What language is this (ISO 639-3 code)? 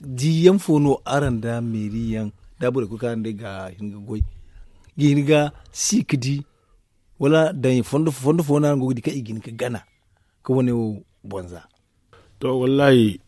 dje